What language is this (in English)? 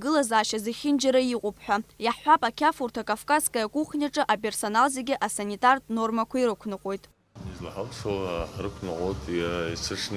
Abkhazian